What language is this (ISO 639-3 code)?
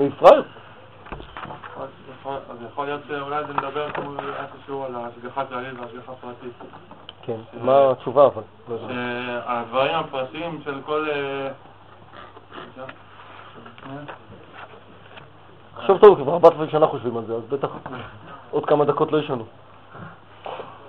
heb